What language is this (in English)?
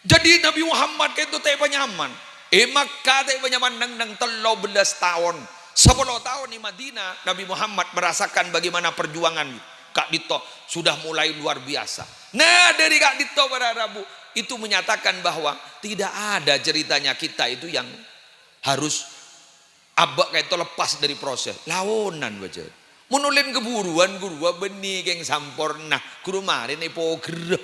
Madurese